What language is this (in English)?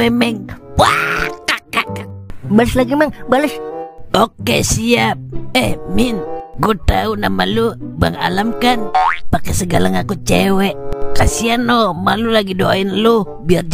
Betawi